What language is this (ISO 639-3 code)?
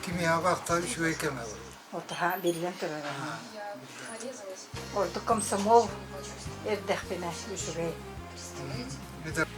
sah